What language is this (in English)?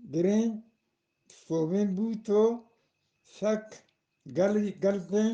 Eastern Balochi